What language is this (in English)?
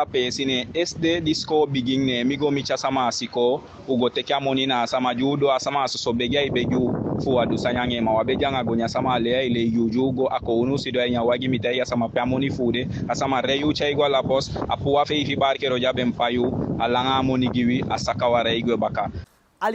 Eastern Maroon Creole